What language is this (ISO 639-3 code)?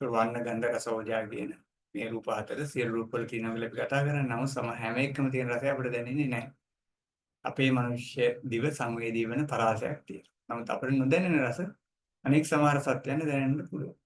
sin